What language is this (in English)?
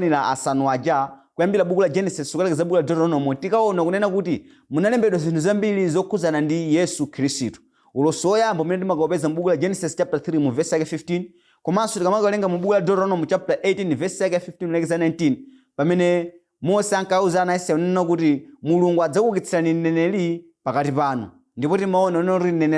Nyanja